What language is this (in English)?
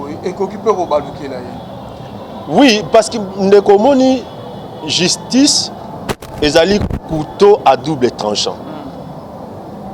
Lingala